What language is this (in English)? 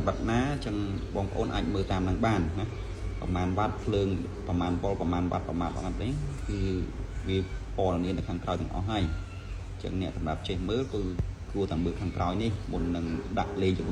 Khmer